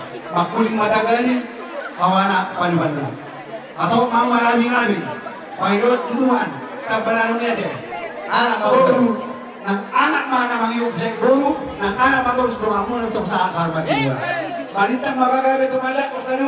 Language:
Batak Toba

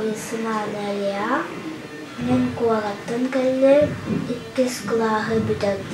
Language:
Yakut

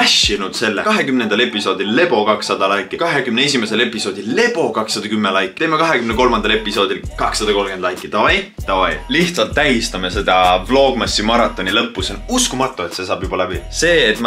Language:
Estonian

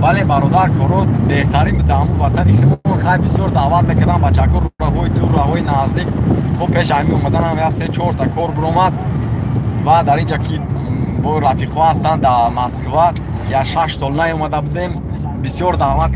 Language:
Tajik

